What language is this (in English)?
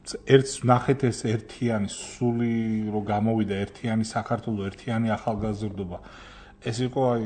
Georgian